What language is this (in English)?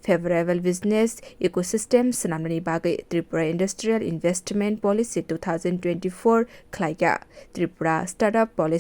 Kok Borok